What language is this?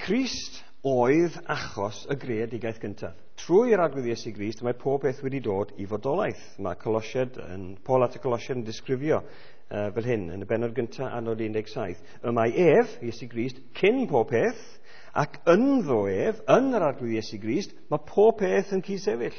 Welsh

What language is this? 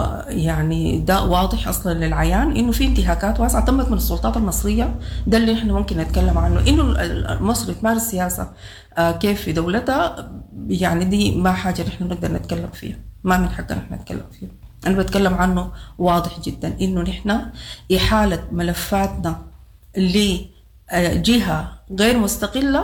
Sudanese Arabic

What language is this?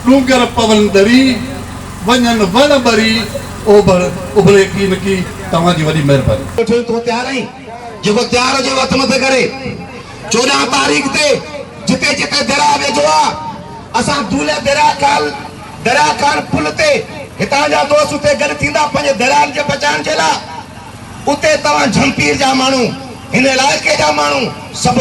Sindhi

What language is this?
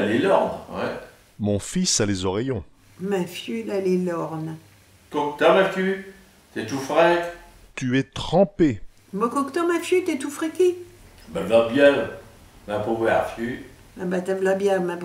Picard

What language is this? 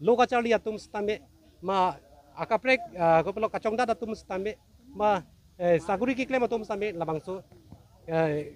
Karbi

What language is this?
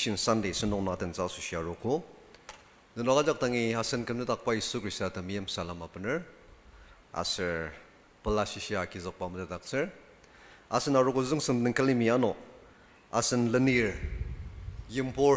Ao Naga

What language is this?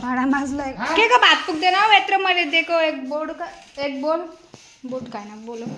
Nepali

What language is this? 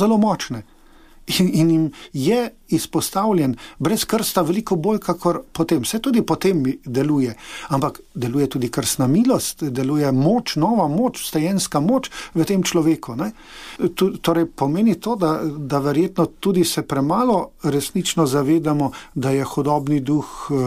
Slovenian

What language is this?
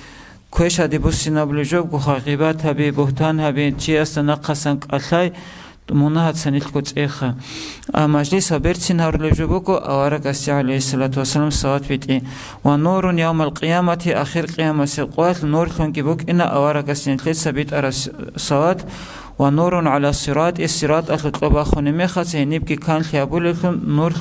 Avaric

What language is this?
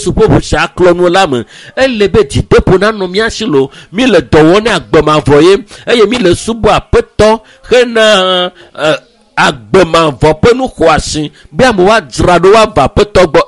Ewe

